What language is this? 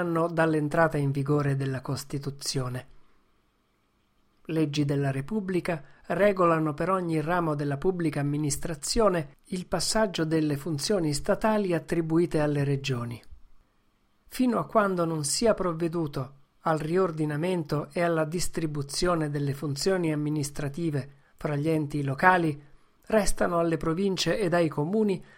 Italian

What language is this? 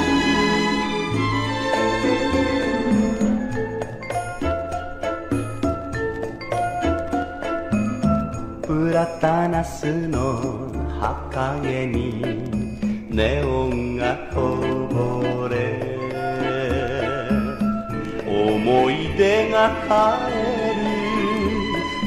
Japanese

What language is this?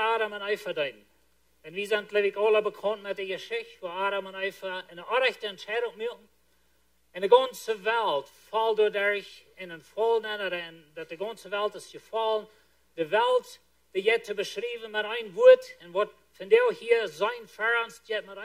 Plautdietsch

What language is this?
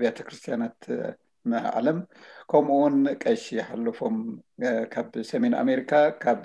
Tigrinya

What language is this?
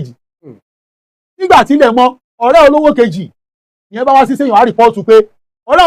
Yoruba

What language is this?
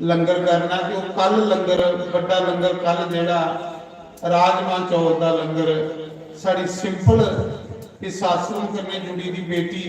Dogri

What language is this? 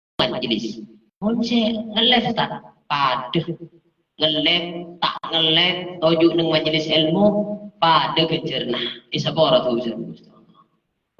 Madurese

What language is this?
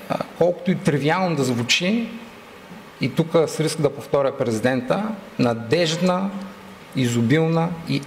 Bulgarian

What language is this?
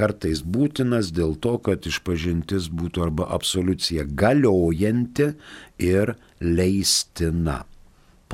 Lithuanian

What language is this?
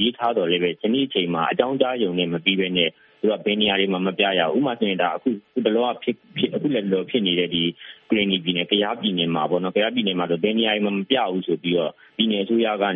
Burmese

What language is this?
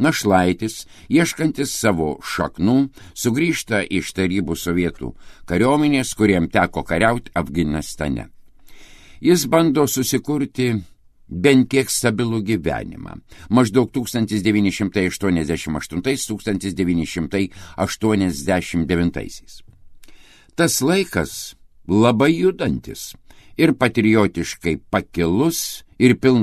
Lithuanian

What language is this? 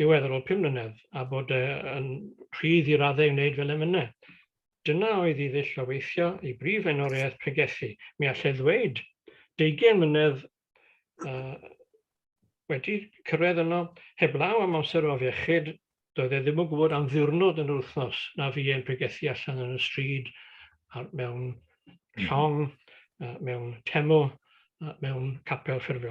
Welsh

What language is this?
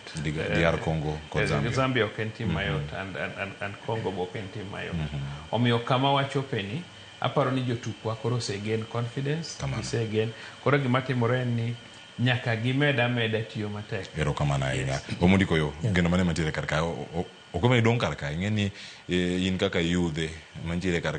Luo (Kenya and Tanzania)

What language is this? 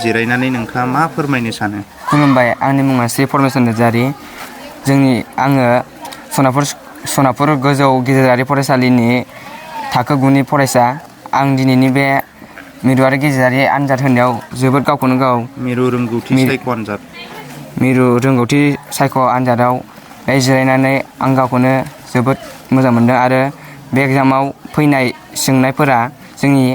Bodo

